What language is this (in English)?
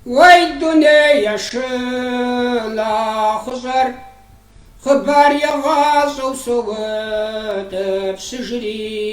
Kabardian